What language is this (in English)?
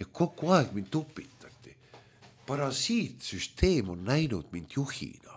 Estonian